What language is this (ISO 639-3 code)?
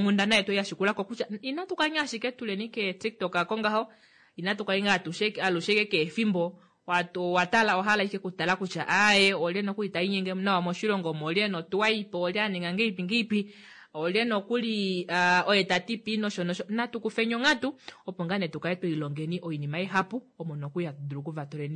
kua